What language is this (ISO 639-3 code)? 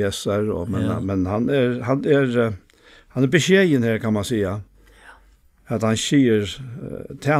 fao